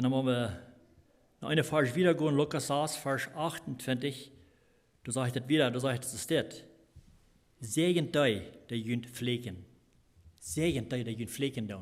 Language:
Plautdietsch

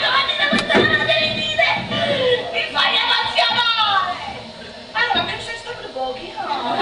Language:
Neapolitan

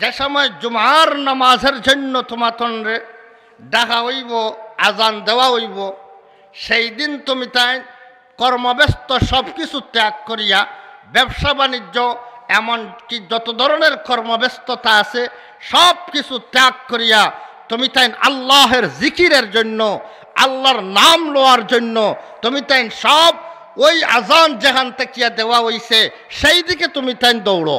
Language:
Sylheti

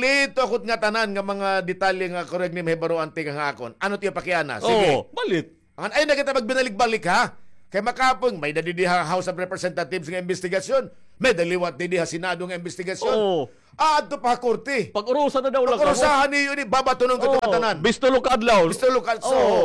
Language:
Waray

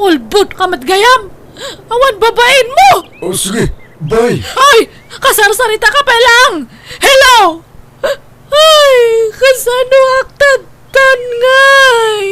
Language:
Iloko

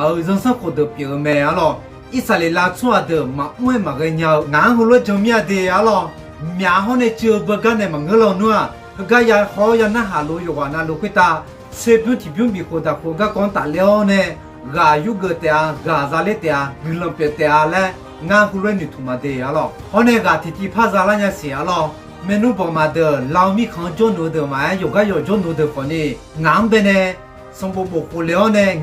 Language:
Akha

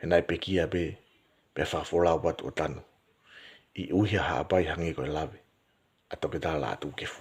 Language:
Tongan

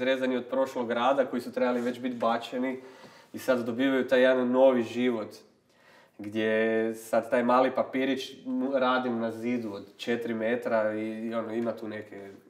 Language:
Croatian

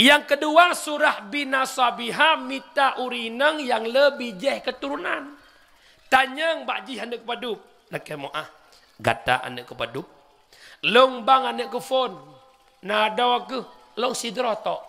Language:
Achinese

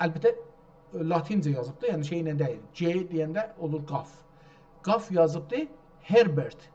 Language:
South Azerbaijani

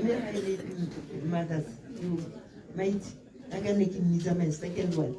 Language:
Tswana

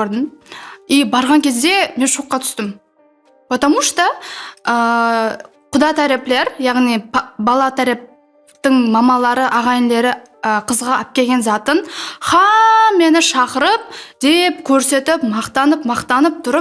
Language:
Kara-Kalpak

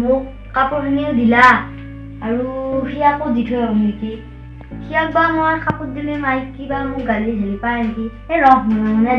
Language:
Assamese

